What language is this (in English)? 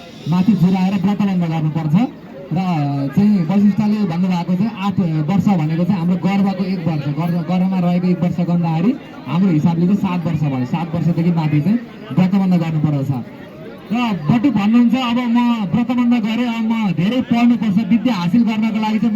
Nepali